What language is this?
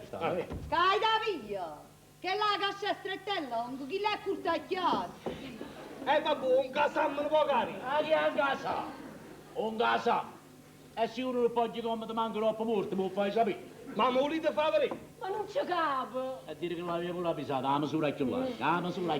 Neapolitan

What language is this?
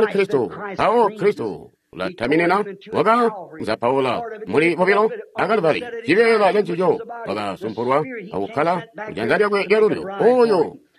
Tonga (Zambia)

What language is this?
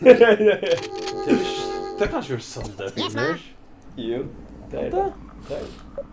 Faroese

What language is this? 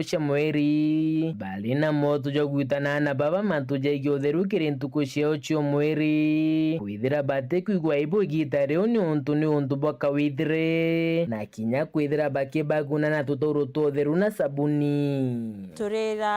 Meru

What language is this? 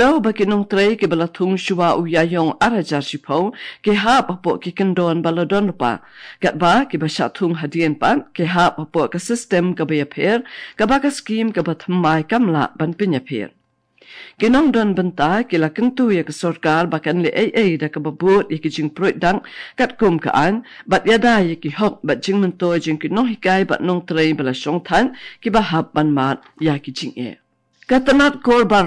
Khasi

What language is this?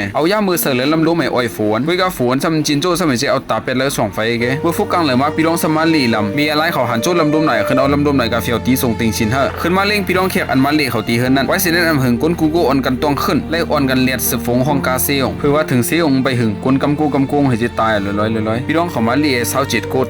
Shan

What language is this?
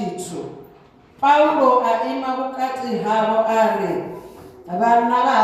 Venda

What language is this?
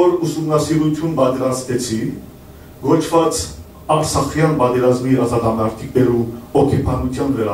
Western Armenian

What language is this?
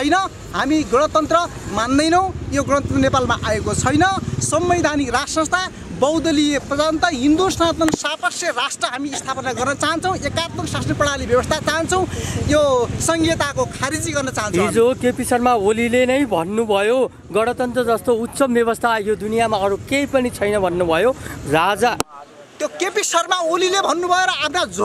Nepali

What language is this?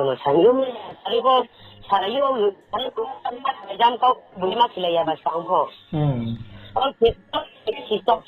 Riang (India)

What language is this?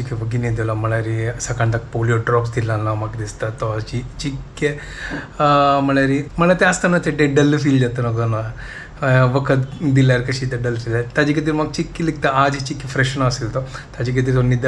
Konkani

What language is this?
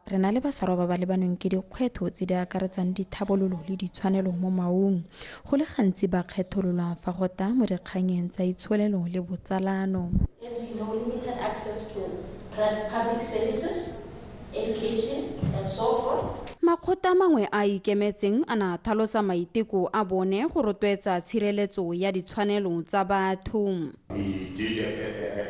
Tswana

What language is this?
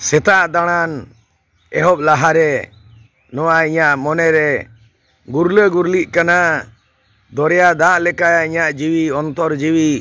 Santali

